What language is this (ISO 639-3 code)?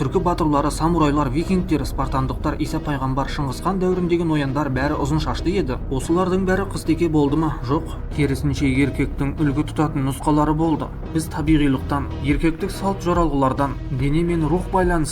kaz